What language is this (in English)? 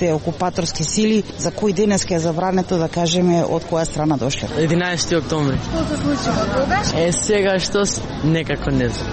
Macedonian